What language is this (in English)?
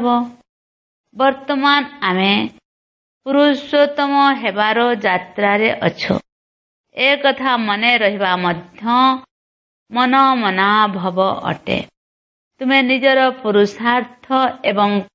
Odia